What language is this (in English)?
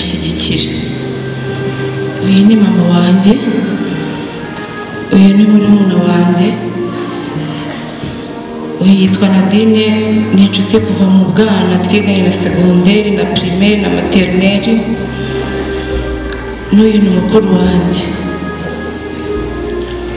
Kinyarwanda